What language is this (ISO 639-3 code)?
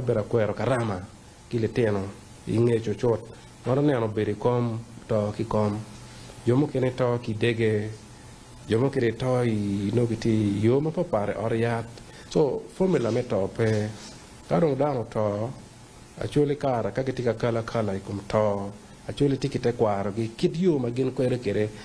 ach